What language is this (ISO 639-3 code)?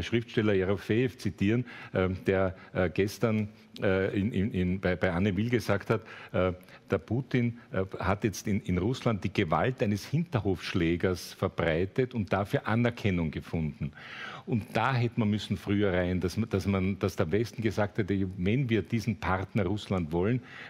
deu